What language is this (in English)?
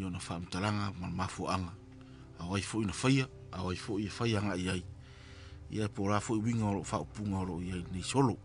Samoan